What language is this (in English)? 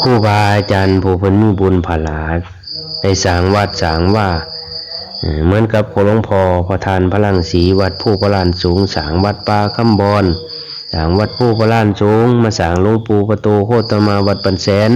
Lao